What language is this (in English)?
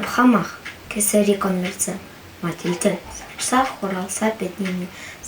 Chuvash